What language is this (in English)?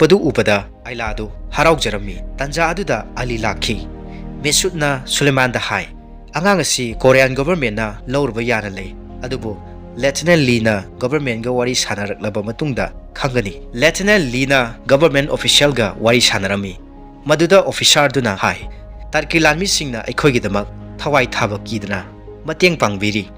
Manipuri